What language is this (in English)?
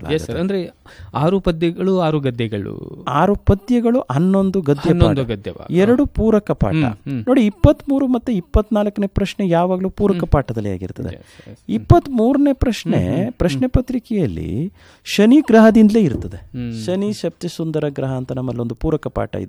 Kannada